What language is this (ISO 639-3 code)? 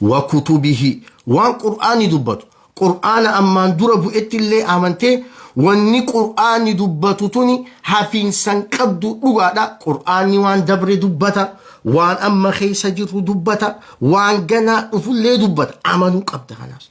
orm